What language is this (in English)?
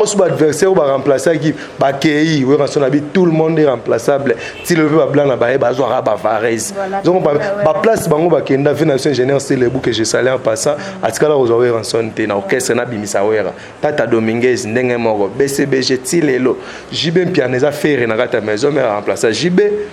Lingala